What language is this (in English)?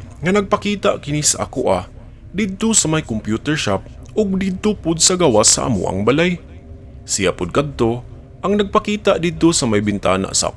Cebuano